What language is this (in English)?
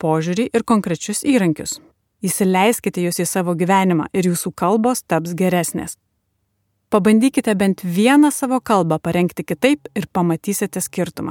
Lithuanian